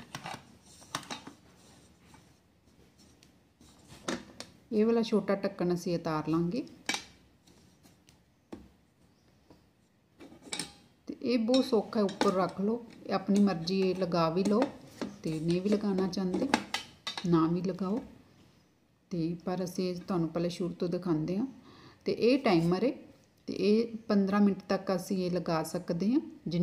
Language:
Punjabi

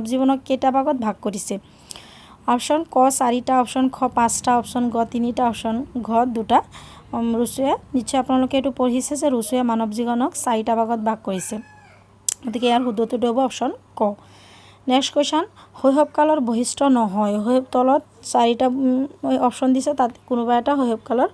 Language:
Assamese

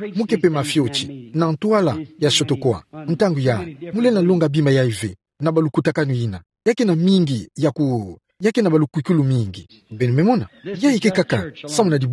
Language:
Kituba (Democratic Republic of Congo)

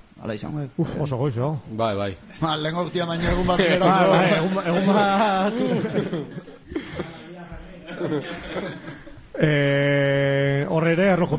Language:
Basque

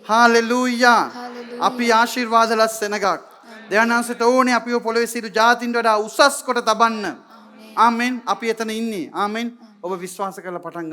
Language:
Sinhala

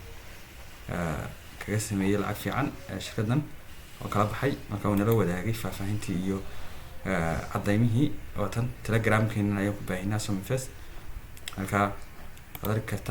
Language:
Somali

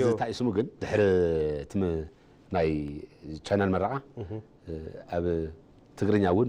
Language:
Tigrinya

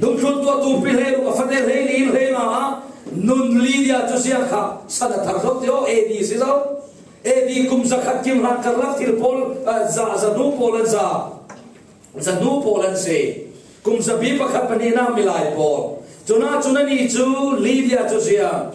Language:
Falam Chin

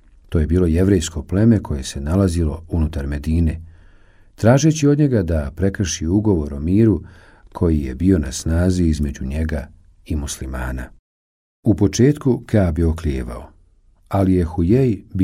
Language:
Bosnian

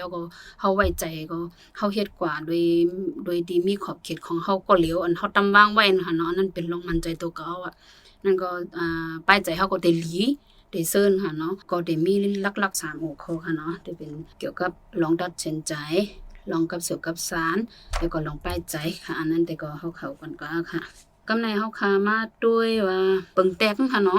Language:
Shan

